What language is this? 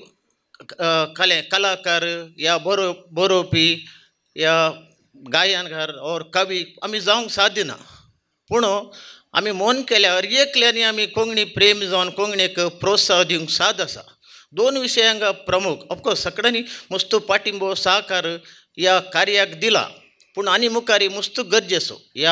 Konkani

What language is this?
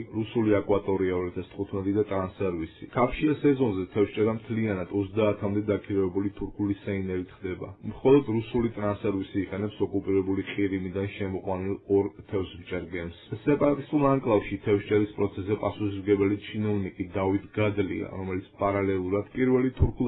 Georgian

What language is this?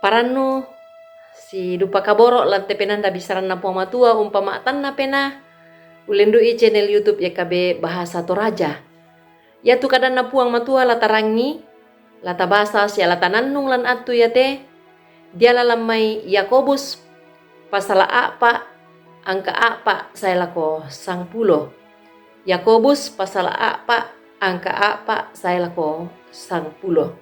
Toraja-Sa'dan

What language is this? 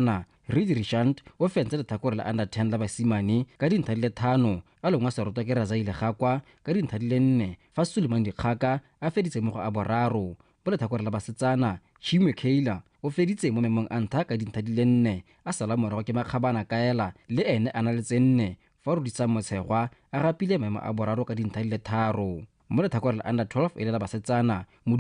Tswana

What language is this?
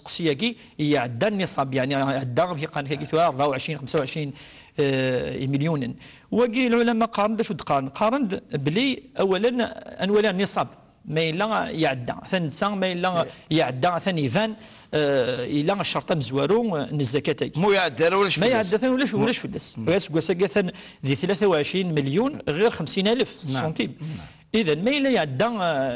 Kabyle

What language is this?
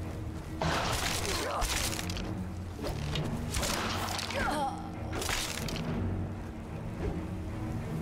Polish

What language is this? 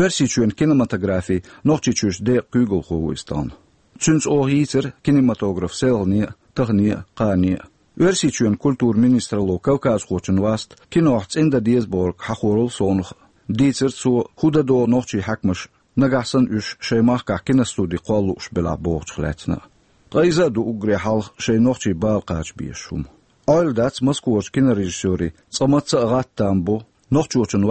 Chechen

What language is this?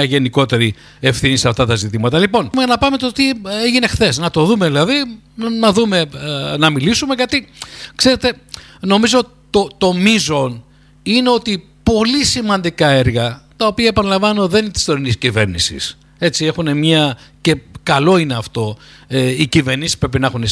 Greek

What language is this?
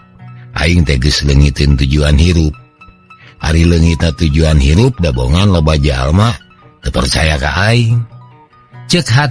Sundanese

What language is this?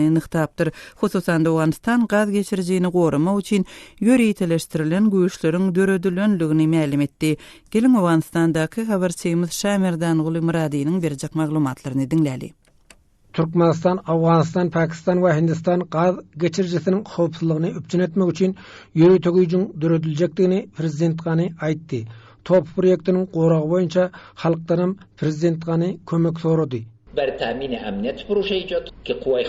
Turkmen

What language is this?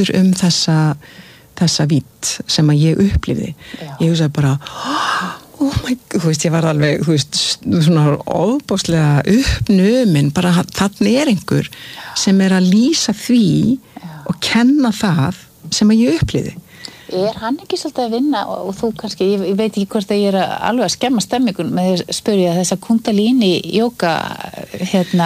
Icelandic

